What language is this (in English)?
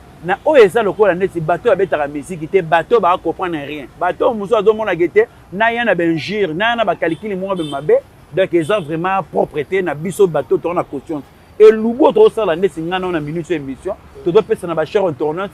Lingala